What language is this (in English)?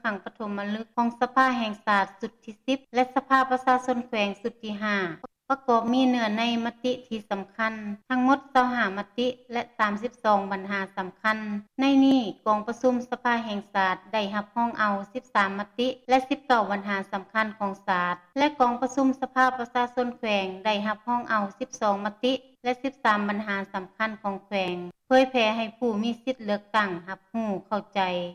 Lao